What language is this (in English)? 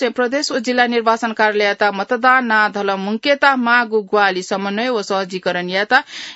Newari